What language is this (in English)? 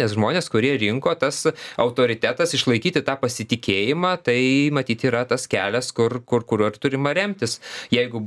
Lithuanian